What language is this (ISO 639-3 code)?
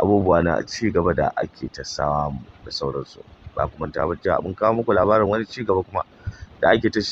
hau